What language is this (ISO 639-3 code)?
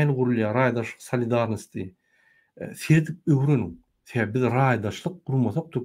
tuk